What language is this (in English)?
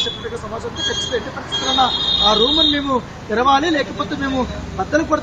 Telugu